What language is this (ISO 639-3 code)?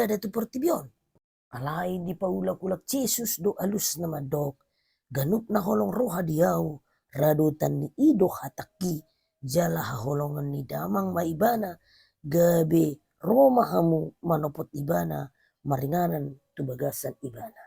bbc